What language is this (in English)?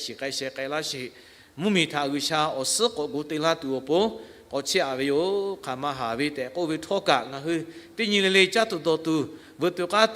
Lahu